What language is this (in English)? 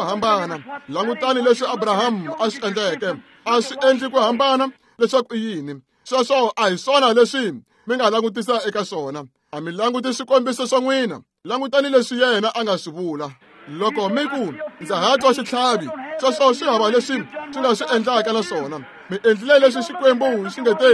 Tsonga